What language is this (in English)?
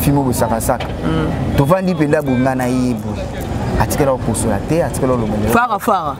Lingala